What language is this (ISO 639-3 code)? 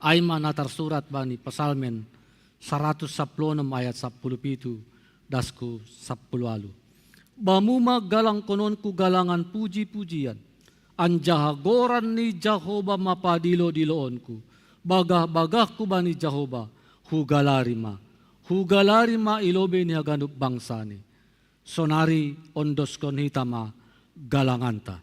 bts